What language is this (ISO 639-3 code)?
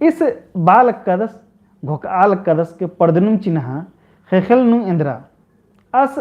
kru